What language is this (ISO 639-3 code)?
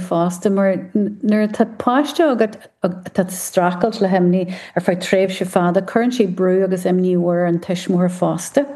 gle